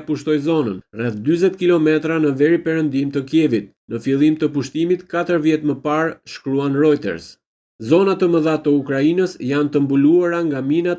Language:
Albanian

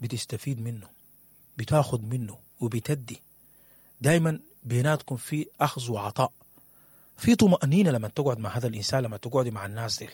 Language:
Sudanese Arabic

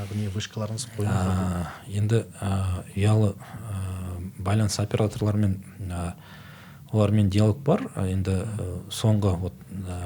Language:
Kazakh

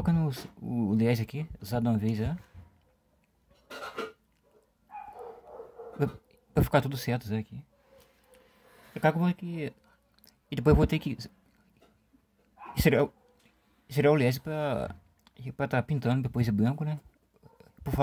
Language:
Portuguese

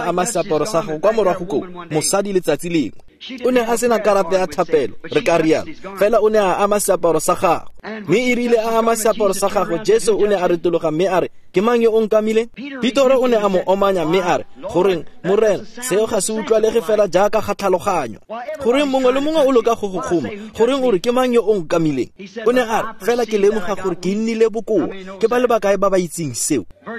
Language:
Tswana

